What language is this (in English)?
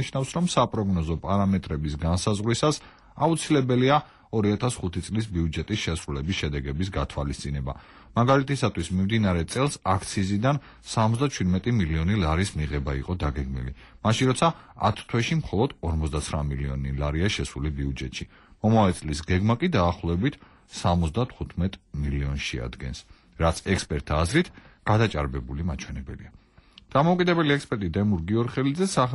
Georgian